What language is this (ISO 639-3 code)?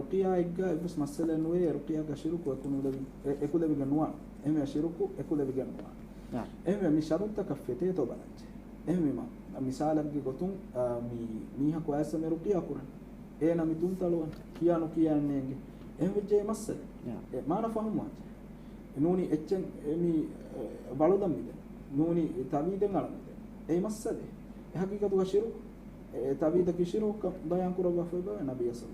div